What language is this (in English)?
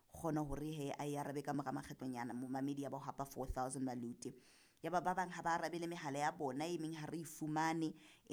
Southern Sotho